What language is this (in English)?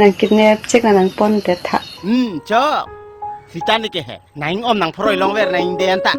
Karbi